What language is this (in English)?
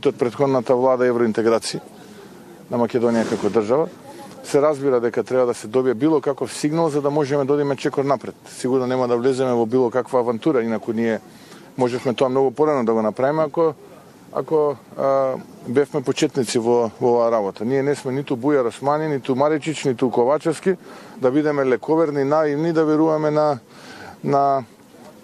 Macedonian